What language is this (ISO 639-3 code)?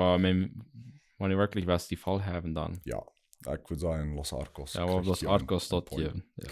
pdt